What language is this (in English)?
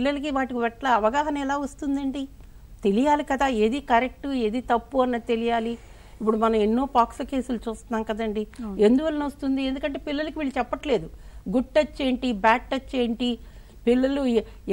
Telugu